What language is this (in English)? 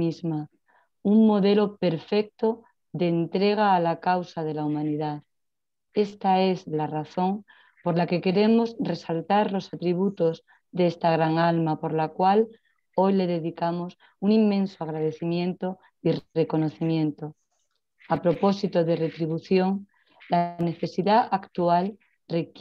Spanish